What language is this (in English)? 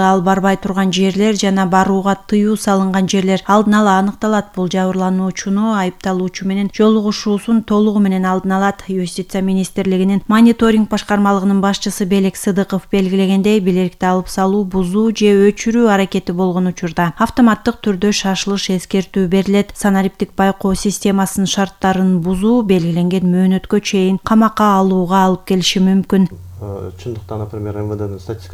Kyrgyz